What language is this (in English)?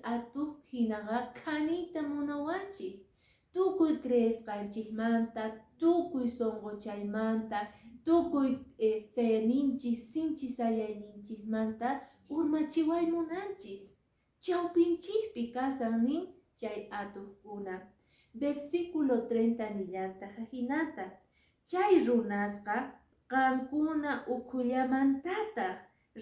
Quechua